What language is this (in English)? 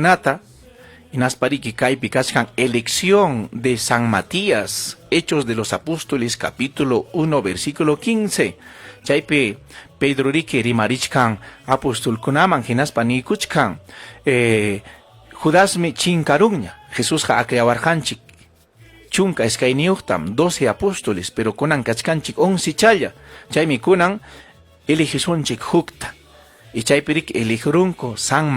Ayacucho Quechua